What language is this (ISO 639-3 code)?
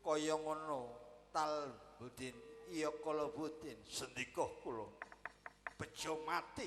jav